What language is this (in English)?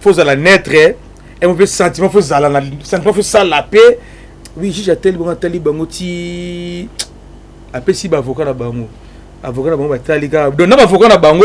Lingala